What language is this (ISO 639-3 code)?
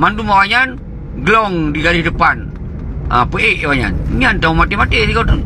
ace